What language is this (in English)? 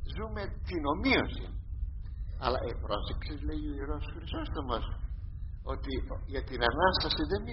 Greek